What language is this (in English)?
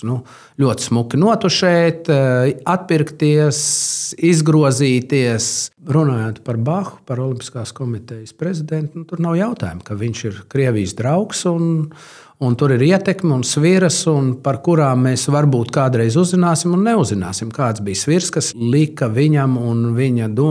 Latvian